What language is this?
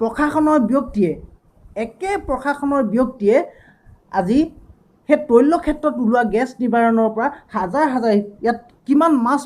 Assamese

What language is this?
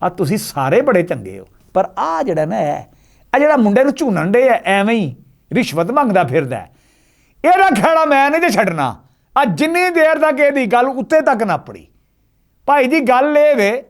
Western Panjabi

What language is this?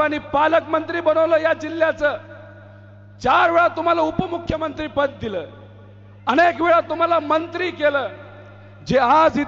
Marathi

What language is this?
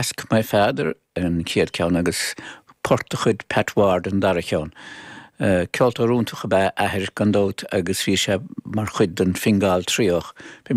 Irish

